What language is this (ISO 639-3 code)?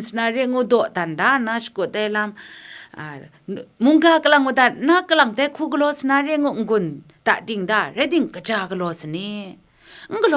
kac